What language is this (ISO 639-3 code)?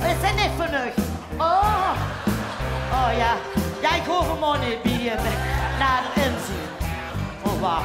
lim